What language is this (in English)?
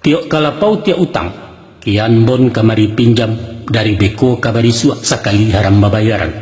Minangkabau